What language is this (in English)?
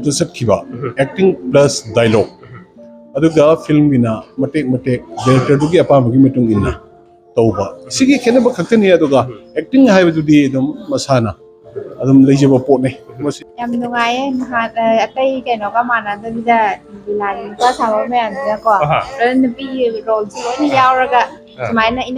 Manipuri